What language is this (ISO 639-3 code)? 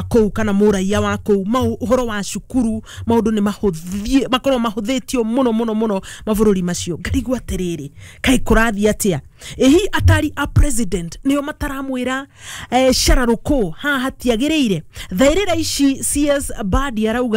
kik